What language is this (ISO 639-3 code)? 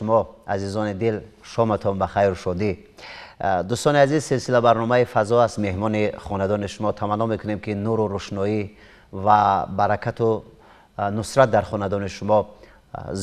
tgk